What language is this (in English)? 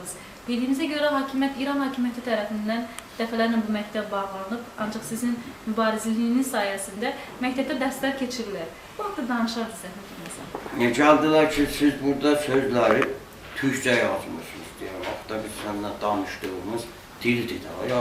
South Azerbaijani